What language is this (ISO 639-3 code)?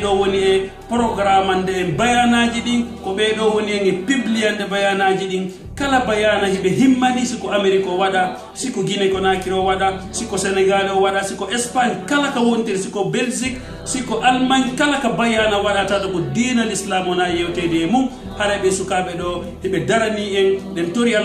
fuf